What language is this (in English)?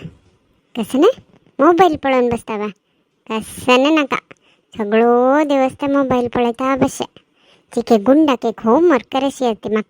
Konkani